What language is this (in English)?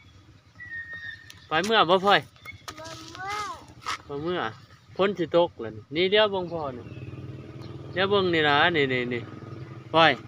Lao